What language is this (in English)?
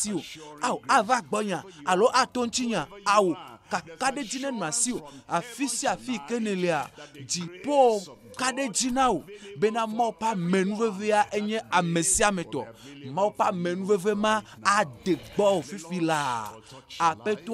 Ewe